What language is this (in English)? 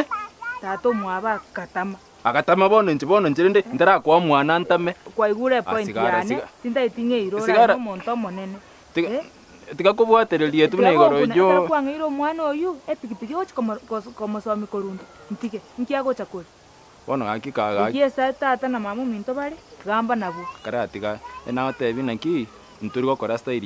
Gusii